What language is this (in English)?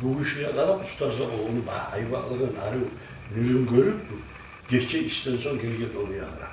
Kumyk